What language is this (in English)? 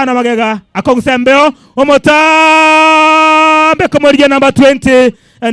Gusii